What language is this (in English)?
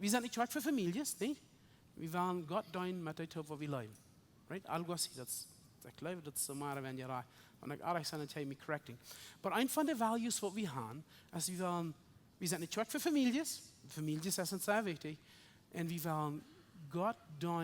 Plautdietsch